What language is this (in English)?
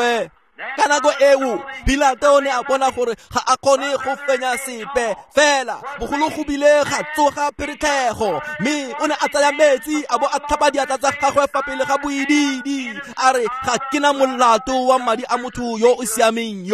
Tswana